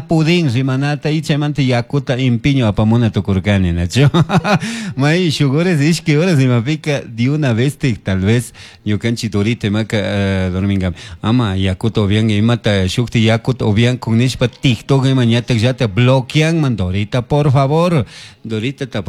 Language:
Chimborazo Highland Quichua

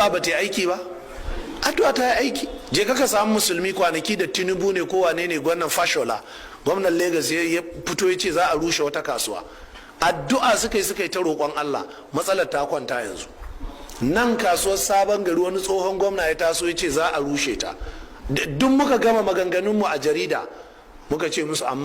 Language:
Hausa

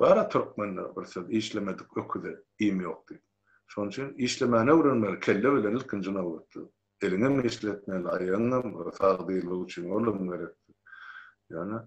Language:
Turkmen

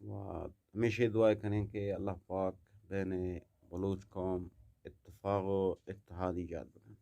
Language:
Eastern Balochi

